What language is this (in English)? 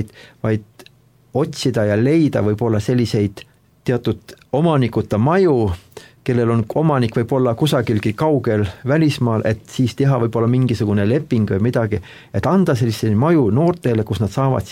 Estonian